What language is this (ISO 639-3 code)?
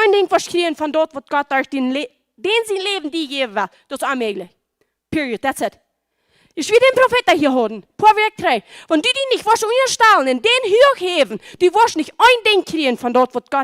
pdt